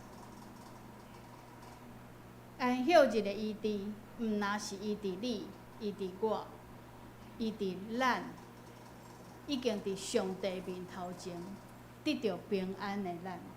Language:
Min Nan Chinese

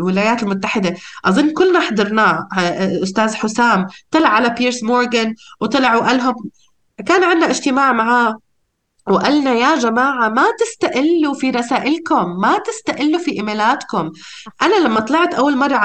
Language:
North Levantine Arabic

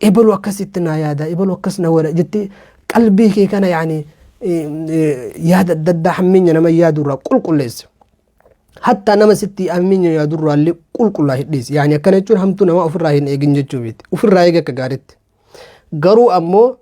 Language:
Oromo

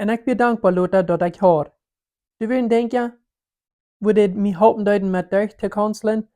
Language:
Plautdietsch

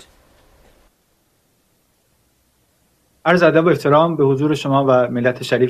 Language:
Persian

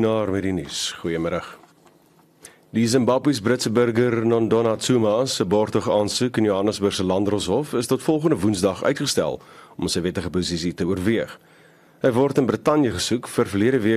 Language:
Afrikaans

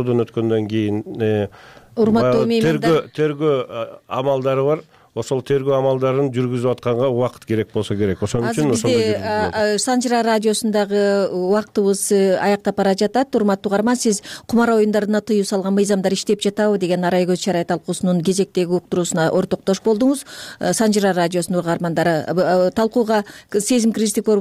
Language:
Kyrgyz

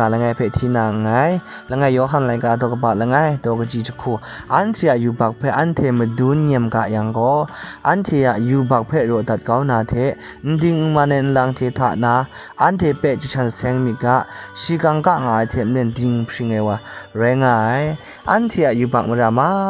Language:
Kachin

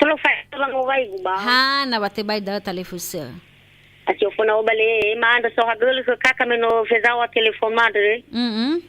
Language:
Nias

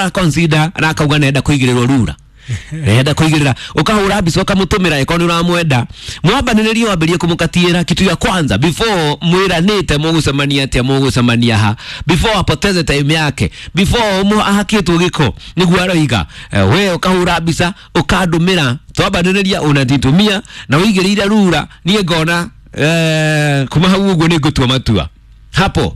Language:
Kikuyu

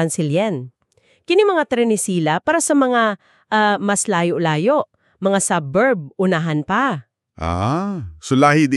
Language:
Cebuano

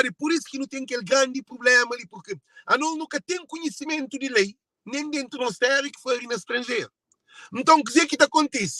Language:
Kabuverdianu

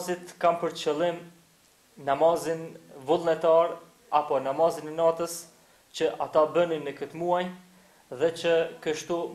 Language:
Albanian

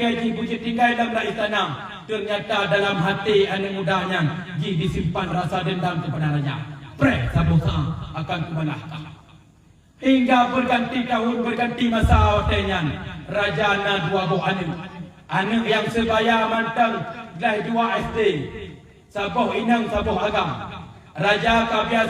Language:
Achinese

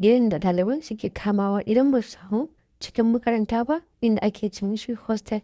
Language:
Hausa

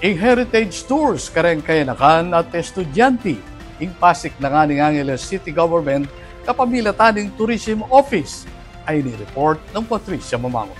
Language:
Pampanga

